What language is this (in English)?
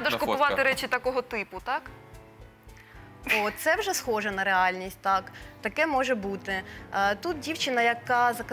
Ukrainian